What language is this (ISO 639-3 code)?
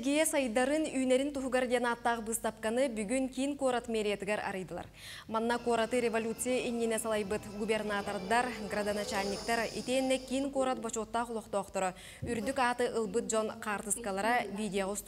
sah